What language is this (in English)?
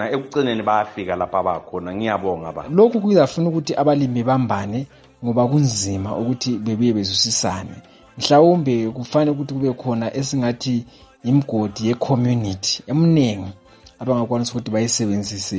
North Ndebele